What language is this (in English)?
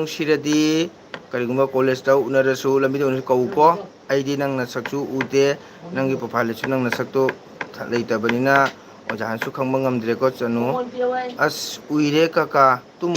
Manipuri